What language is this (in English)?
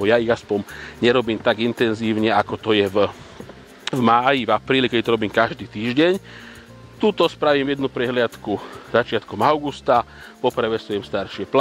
Slovak